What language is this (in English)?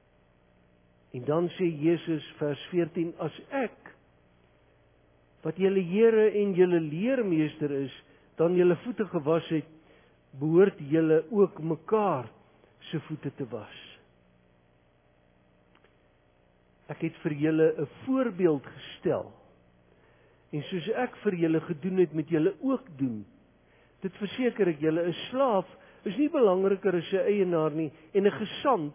Afrikaans